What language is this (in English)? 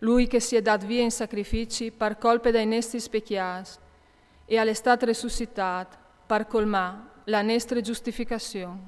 Friulian